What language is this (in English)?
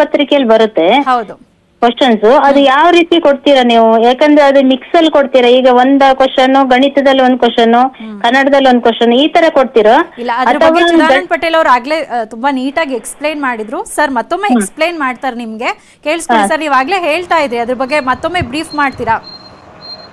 Kannada